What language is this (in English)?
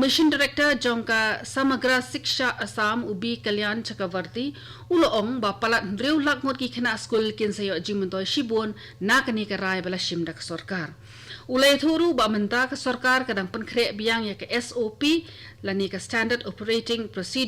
Khasi